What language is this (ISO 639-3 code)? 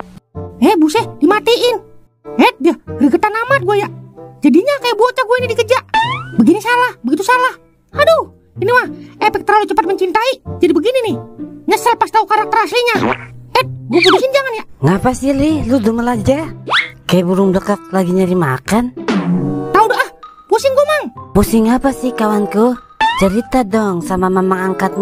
bew